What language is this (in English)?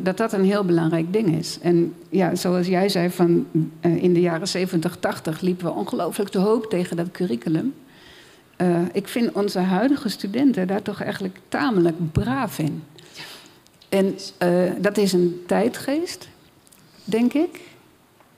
Dutch